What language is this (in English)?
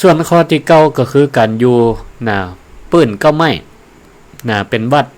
Northern Thai